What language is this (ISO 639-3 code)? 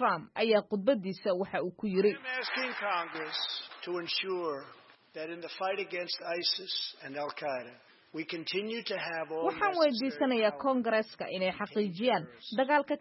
som